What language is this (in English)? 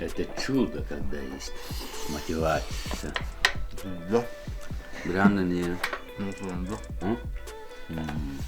Yakut